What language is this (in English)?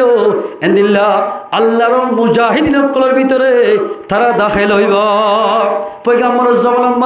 Rohingya